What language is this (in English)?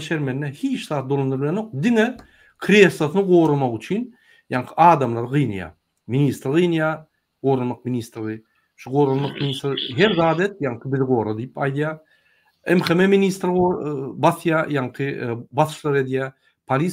Turkmen